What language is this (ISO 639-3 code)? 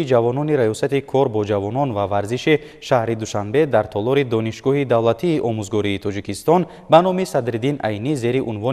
tgk